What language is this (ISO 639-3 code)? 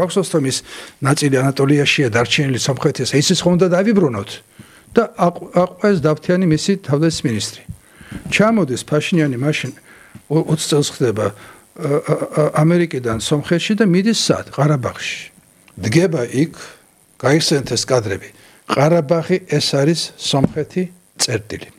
kat